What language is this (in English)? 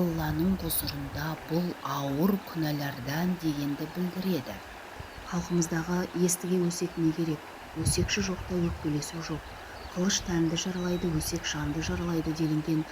Kazakh